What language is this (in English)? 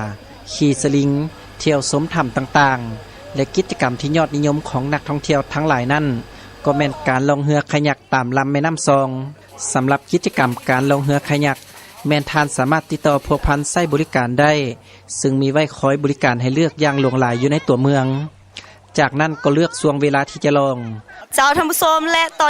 Lao